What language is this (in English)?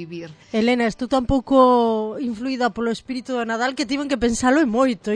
Galician